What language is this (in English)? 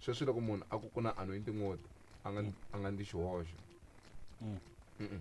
Tsonga